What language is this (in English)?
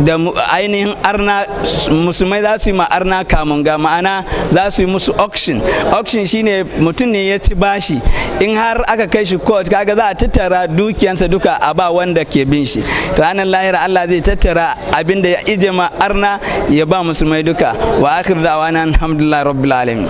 Hausa